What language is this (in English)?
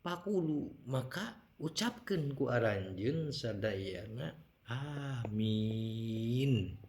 Sundanese